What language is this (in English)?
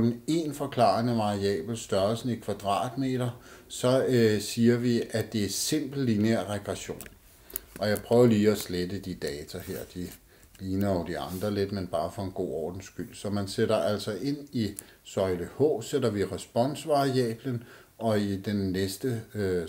Danish